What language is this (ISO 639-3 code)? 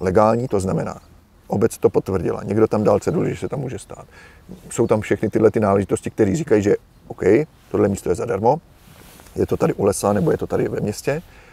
ces